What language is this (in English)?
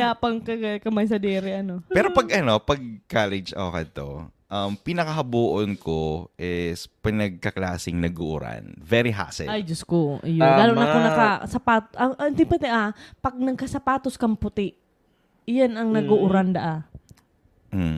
Bikol